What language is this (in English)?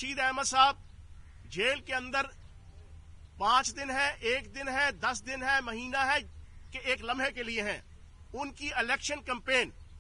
Urdu